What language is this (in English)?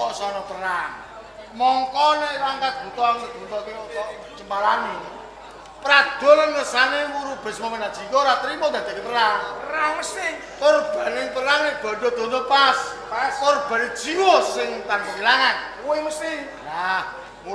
Javanese